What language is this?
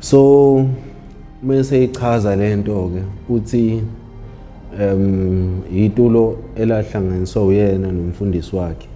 Zulu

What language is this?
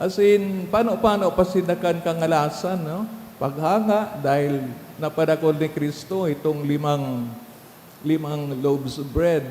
Bikol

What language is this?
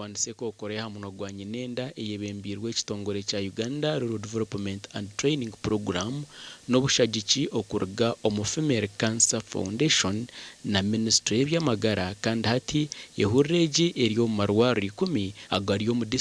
Nyankole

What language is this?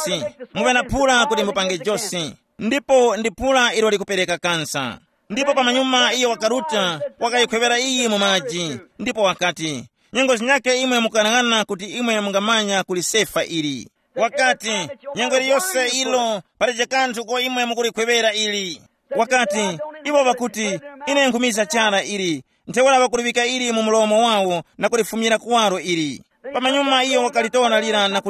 Tumbuka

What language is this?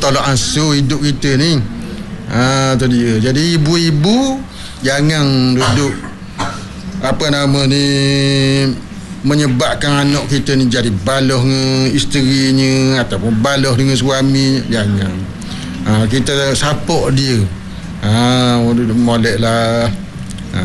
Malay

